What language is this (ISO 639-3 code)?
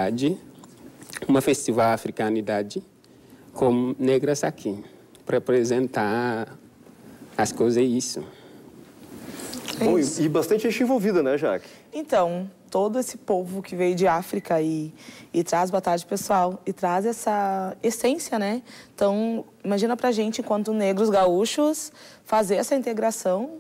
por